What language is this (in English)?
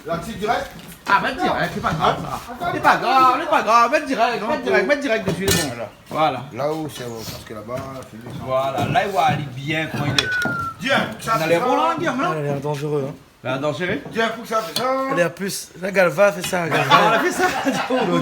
Réunion Creole French